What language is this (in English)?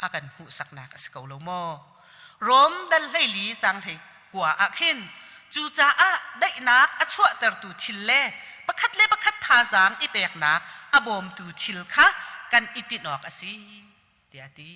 Hakha Chin